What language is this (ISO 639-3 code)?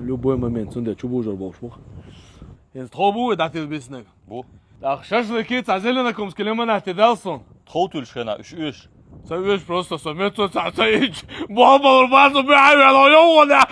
che